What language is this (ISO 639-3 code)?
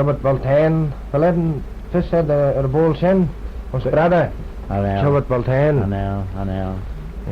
glv